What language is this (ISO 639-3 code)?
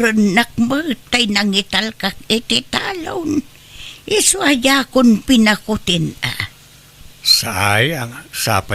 ilo